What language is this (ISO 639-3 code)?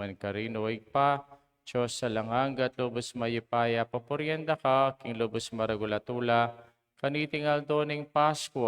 pam